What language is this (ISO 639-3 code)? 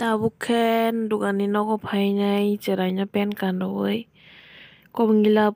trp